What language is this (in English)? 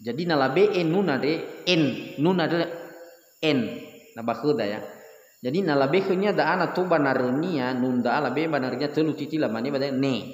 Nias